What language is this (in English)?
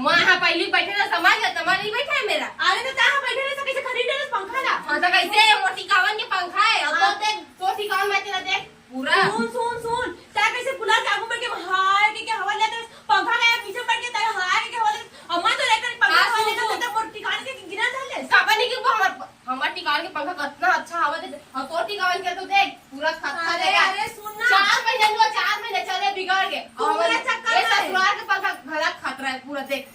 Chhattisgarhi